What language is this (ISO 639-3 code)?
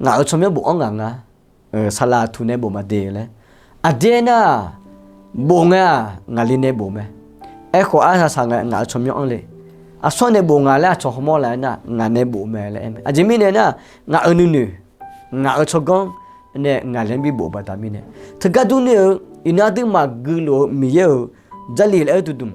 ahk